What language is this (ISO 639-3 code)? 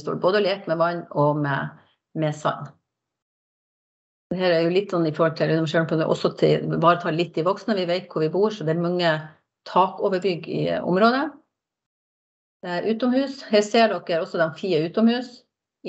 nor